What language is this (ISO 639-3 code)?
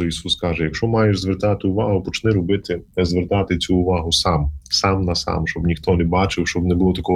ukr